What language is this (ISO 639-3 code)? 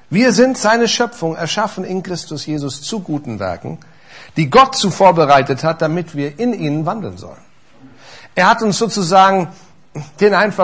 deu